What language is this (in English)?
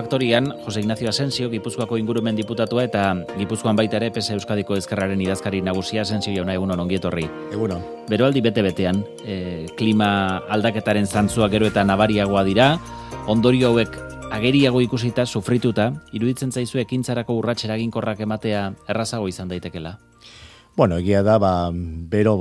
Basque